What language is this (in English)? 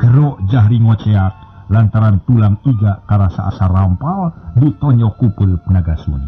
Sundanese